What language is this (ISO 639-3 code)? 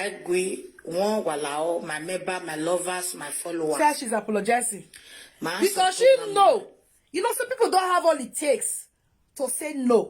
pcm